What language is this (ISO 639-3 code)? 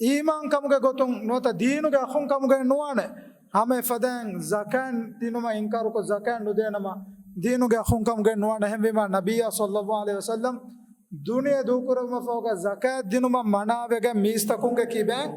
div